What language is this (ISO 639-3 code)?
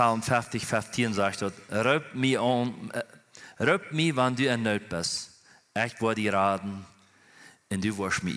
pdt